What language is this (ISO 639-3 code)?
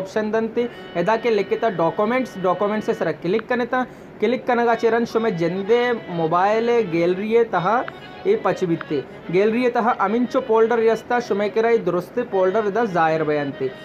bal